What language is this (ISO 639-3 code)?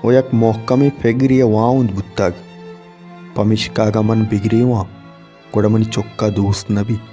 bal